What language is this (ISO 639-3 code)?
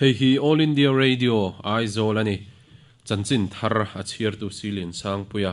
lus